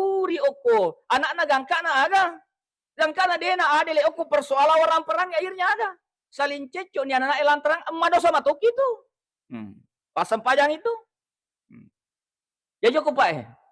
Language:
Buginese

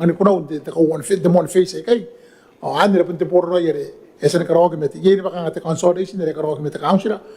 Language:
Gilbertese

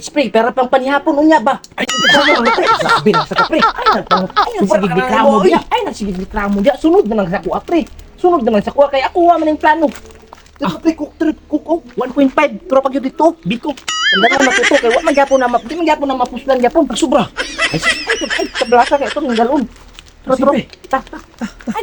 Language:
Cebuano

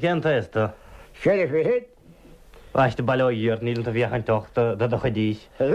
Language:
Irish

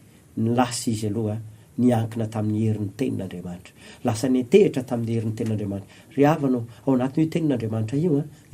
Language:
Malagasy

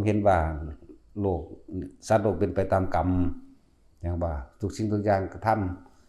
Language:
Northeastern Thai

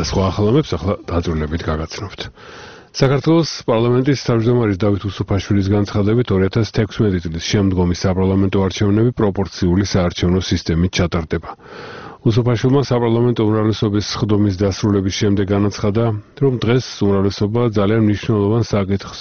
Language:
Georgian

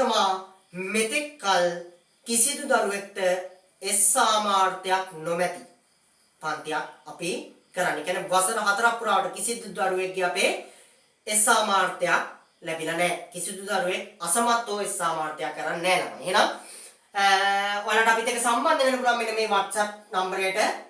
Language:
Sinhala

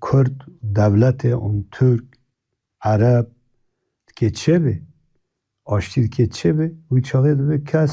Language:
Kurdish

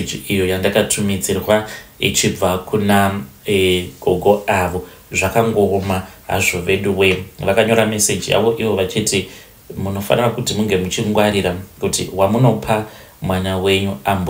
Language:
Shona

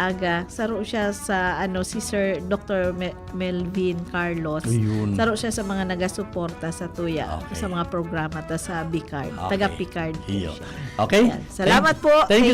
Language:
Bikol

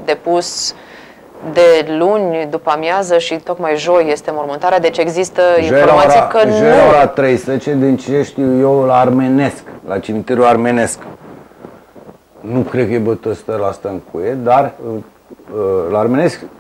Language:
Romanian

